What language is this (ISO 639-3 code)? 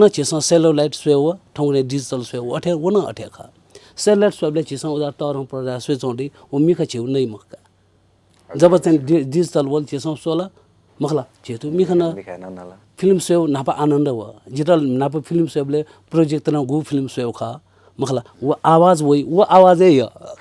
new